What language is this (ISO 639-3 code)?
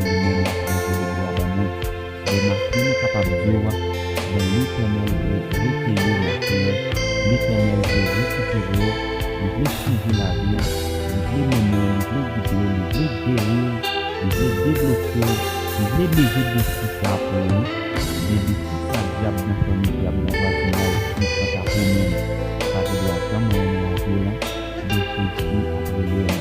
hat